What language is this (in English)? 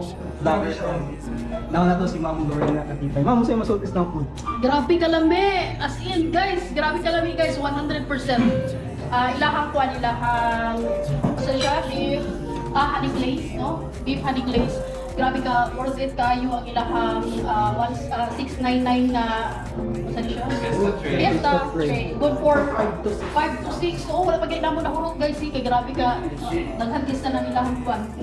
Cebuano